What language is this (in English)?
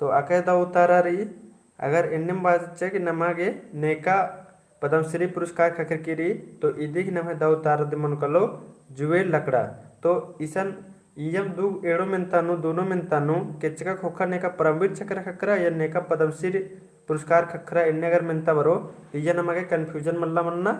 Kurukh